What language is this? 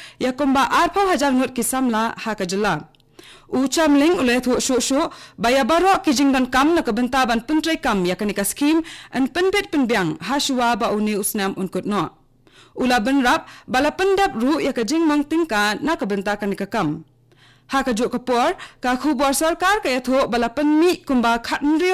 Khasi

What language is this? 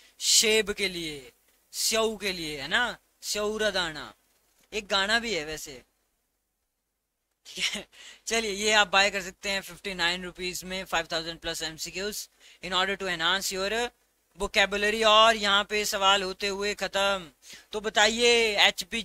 Hindi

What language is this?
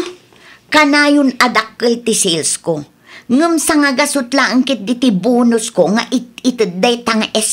Iloko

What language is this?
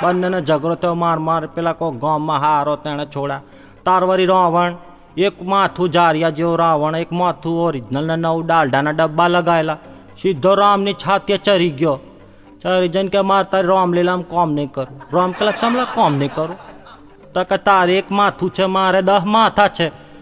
Gujarati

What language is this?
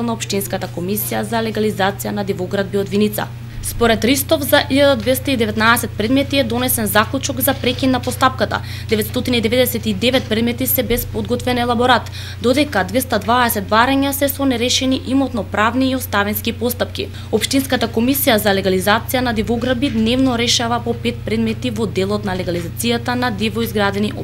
Macedonian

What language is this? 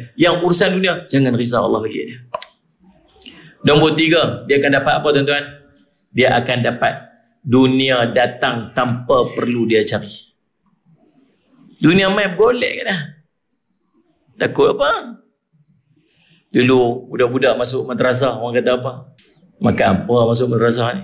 Malay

